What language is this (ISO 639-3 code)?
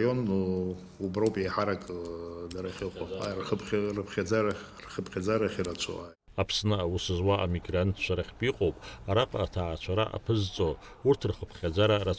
abk